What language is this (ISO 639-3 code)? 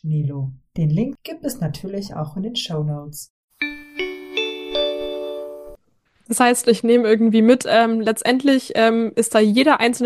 deu